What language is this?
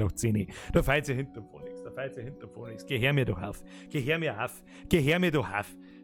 Bavarian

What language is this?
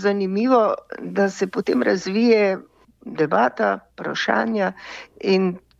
Slovenian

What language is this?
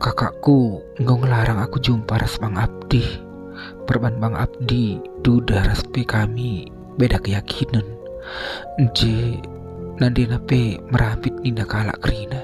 Batak Karo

